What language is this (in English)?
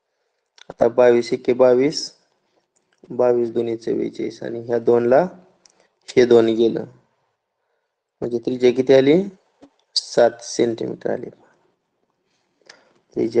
Marathi